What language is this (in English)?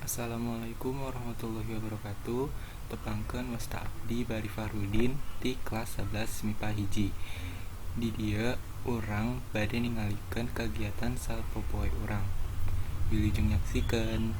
Sundanese